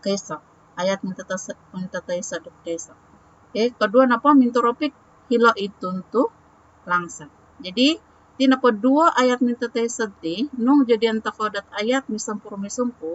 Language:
Central Dusun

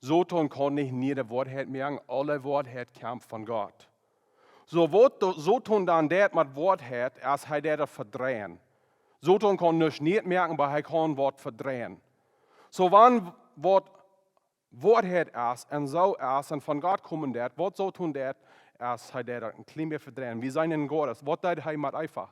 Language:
Plautdietsch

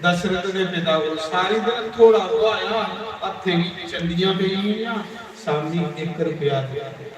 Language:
Dogri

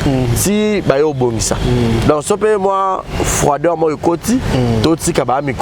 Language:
Lingala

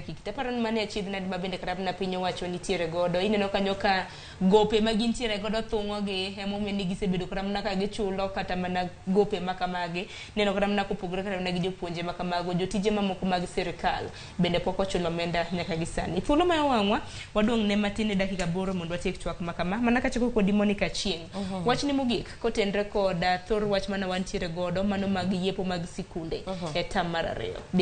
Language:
Luo (Kenya and Tanzania)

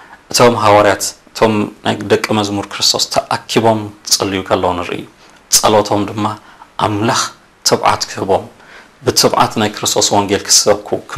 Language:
Tigrinya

